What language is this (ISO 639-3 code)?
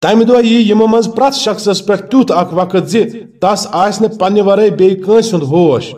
kas